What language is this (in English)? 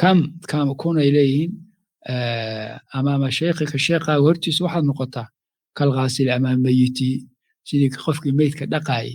Somali